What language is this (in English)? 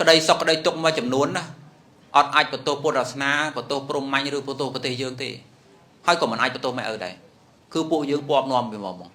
Khmer